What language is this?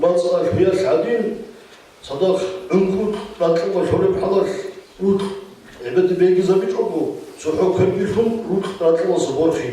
Avaric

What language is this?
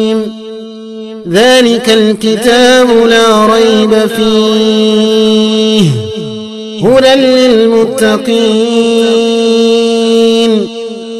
Arabic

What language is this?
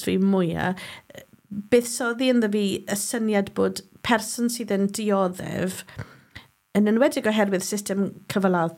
Welsh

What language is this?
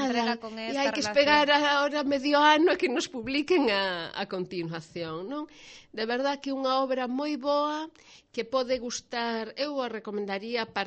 Galician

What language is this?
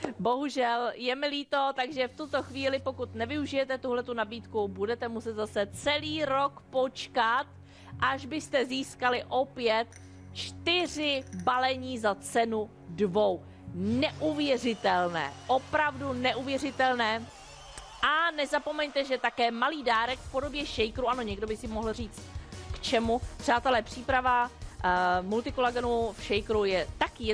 Czech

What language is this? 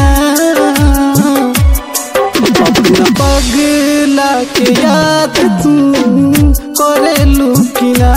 Bhojpuri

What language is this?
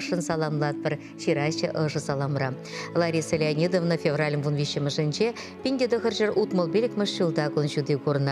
Chuvash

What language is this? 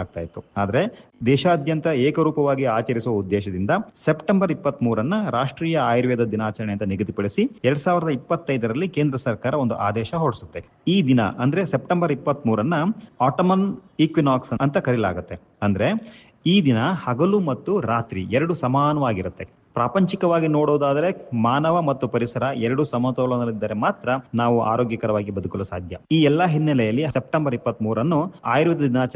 Kannada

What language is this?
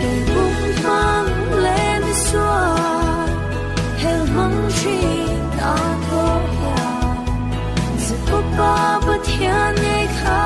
Falam Chin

